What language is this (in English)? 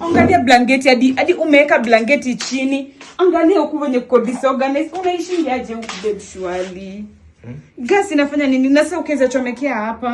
Swahili